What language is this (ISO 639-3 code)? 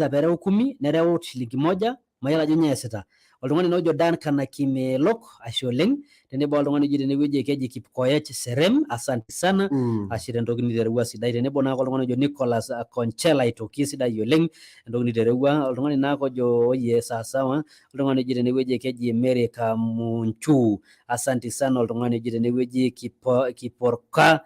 mas